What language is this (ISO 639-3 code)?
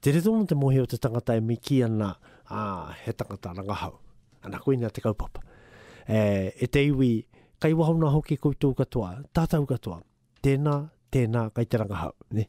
mri